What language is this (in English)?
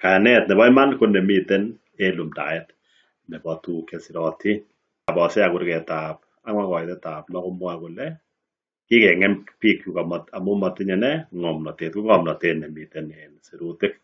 Kalenjin